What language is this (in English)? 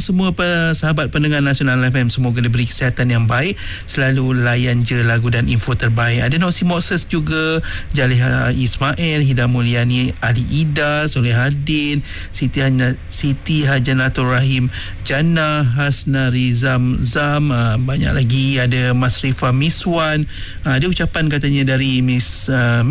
Malay